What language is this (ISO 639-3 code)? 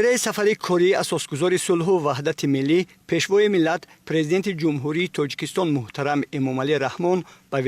tgk